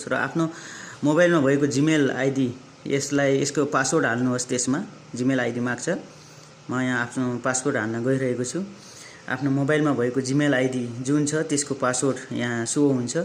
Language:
Nepali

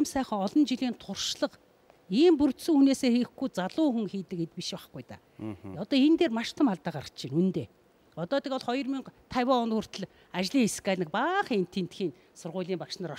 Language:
Mongolian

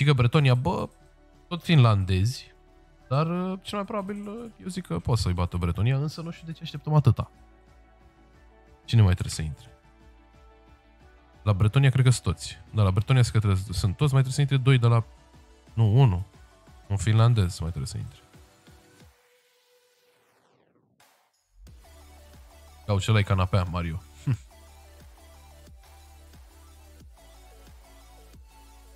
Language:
Romanian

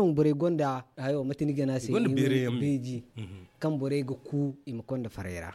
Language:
Zarma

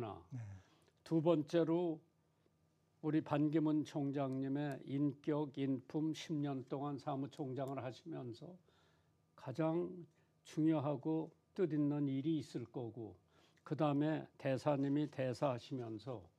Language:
Korean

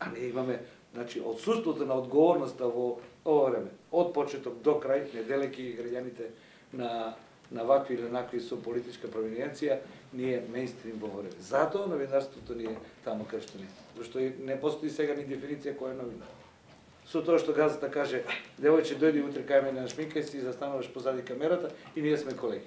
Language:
Macedonian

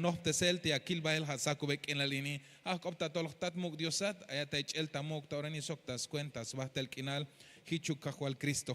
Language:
Tzeltal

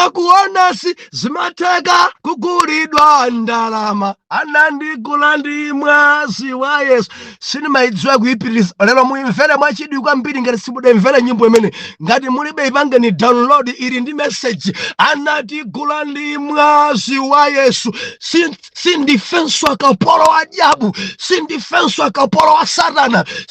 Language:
Nyanja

